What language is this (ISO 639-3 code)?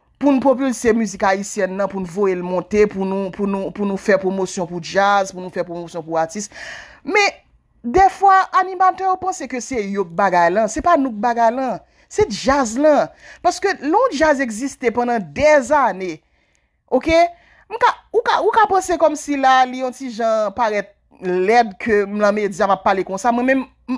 hat